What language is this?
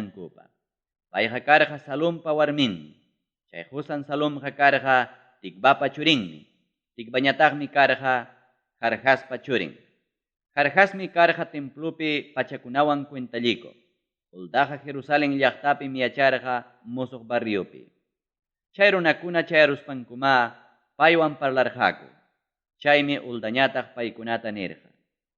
Ayacucho Quechua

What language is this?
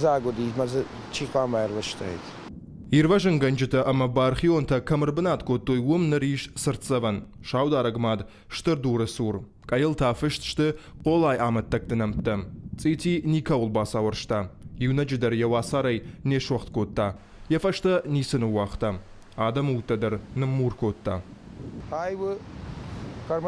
Ossetic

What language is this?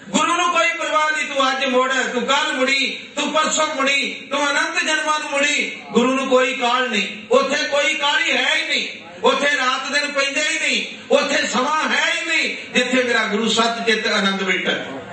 Punjabi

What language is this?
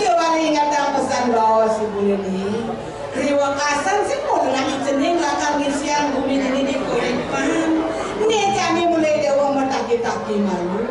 Balinese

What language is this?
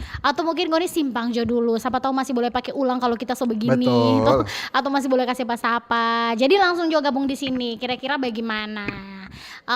Manado Malay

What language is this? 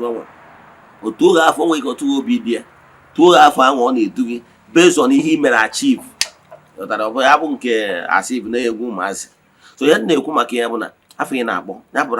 Igbo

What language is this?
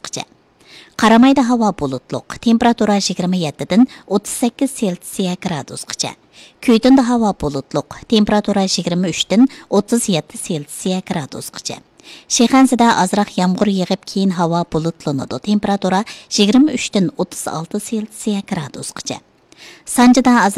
Uyghur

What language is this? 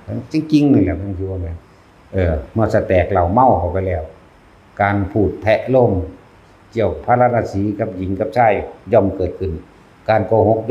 Northeastern Thai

